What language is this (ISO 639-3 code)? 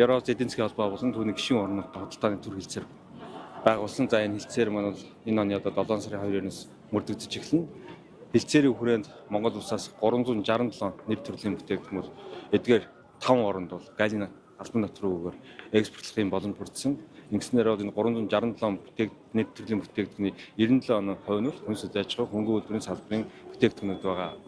mon